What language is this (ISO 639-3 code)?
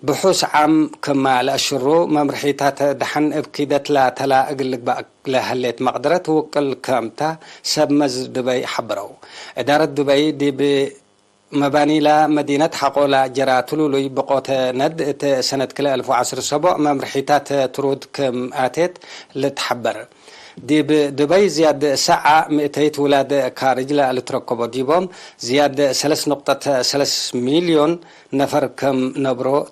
tig